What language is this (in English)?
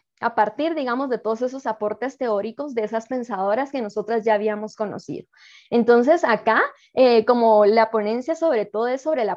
Spanish